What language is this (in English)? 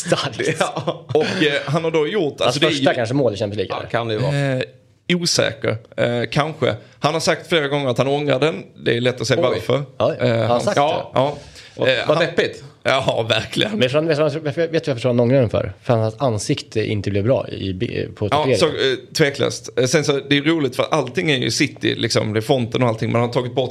Swedish